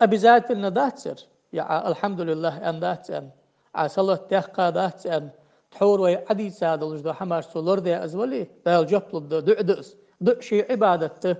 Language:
Ingush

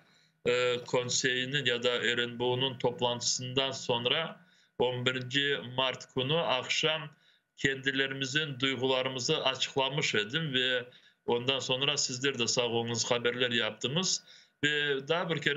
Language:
Crimean Tatar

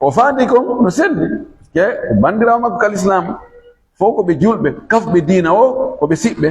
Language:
Fula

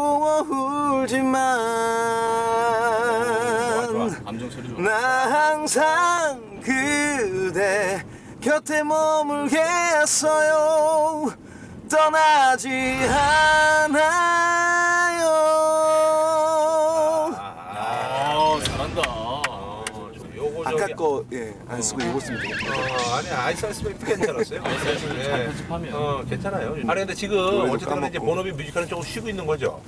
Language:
Korean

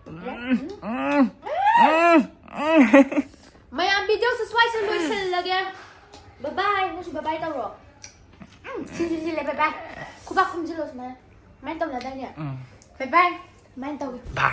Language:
Manipuri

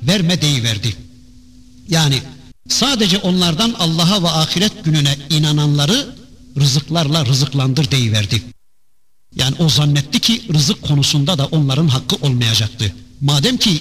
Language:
Turkish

